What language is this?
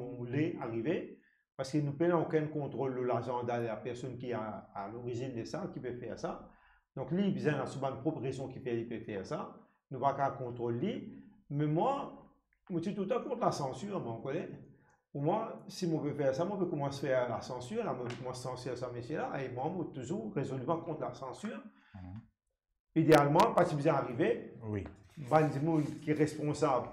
Morisyen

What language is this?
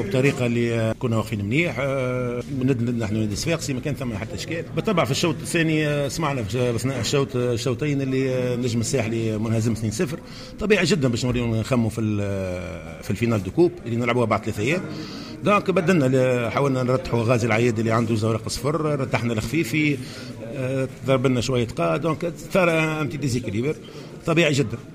Tunisian Arabic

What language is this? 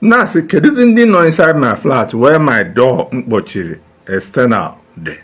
Igbo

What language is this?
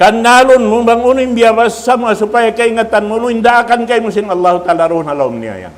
Tausug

